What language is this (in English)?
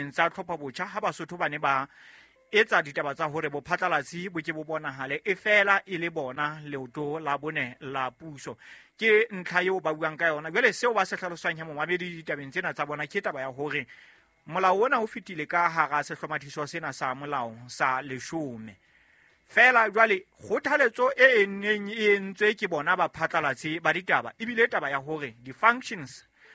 Southern Sotho